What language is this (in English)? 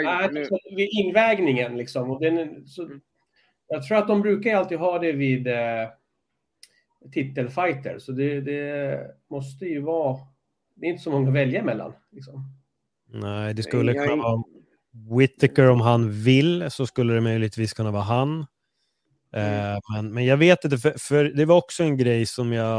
Swedish